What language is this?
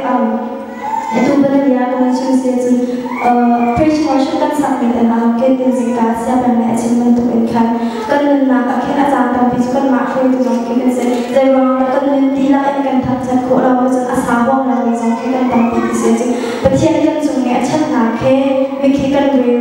Hakha Chin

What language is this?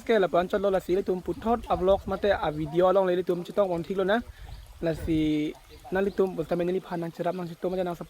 Karbi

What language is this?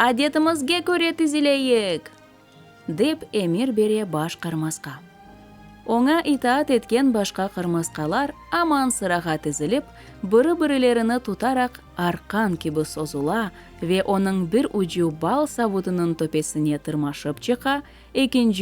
Crimean Tatar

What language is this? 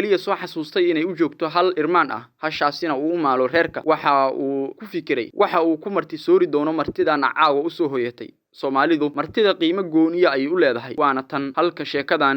Somali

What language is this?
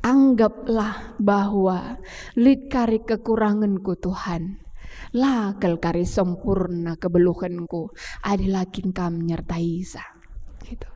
Batak Karo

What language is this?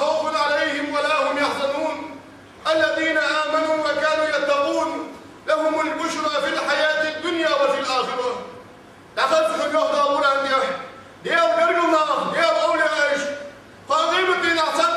Ingush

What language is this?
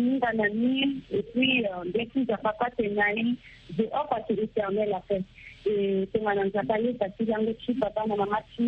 Sango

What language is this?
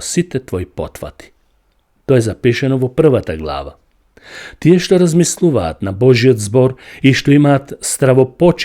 Macedonian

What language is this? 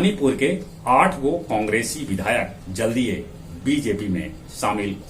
Magahi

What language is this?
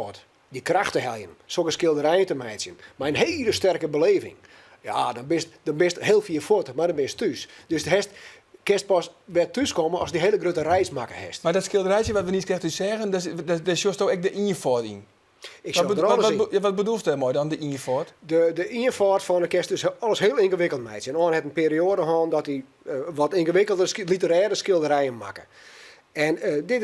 Western Frisian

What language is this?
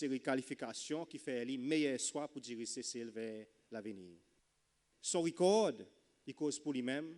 Seselwa Creole French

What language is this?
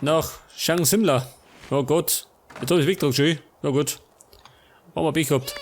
Bavarian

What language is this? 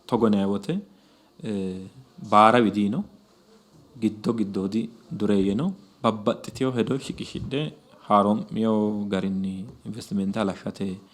Sidamo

